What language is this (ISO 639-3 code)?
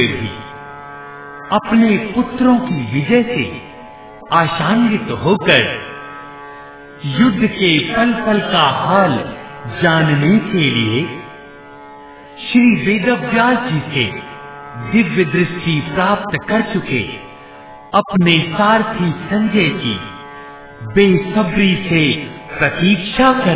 hin